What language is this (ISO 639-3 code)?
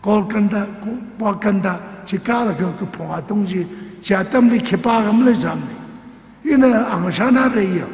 nmf